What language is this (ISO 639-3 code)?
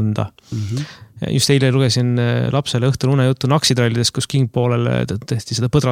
est